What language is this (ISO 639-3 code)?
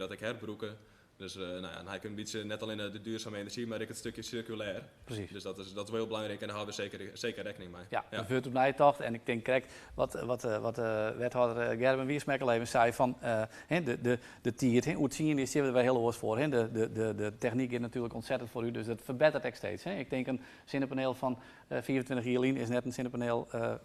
fry